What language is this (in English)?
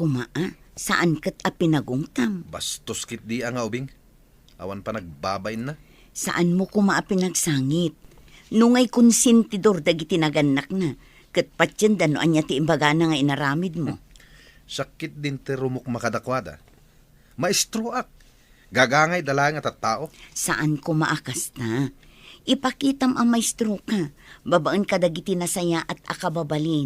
Iloko